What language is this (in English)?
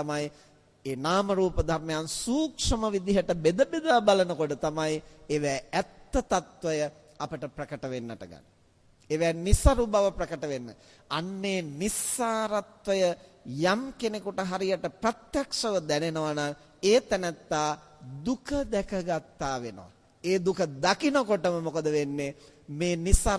Sinhala